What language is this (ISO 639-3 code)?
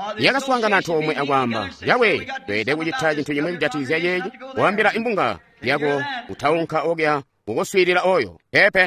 toi